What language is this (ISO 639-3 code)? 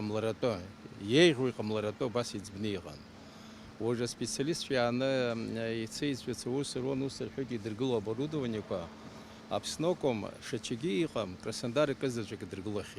abk